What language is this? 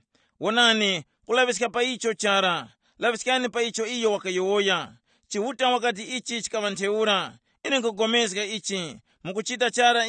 Tumbuka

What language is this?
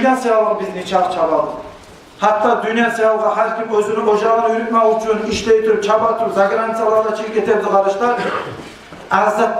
Kumyk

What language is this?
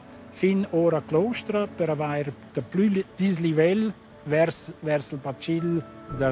Romansh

